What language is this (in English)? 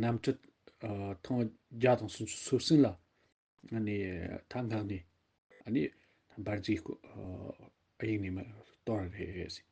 Tibetan